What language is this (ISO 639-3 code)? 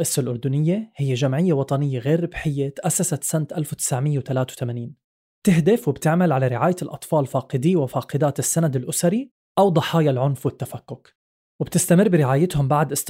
apc